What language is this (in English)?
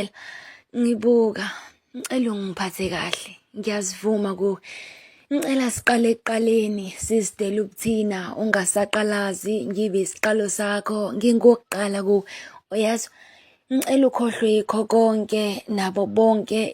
Zulu